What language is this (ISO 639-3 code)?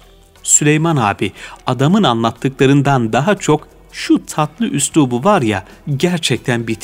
tur